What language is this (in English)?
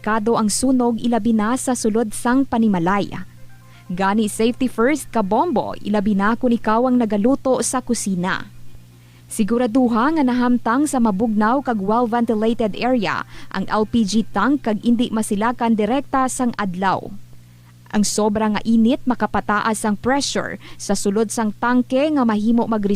Hiligaynon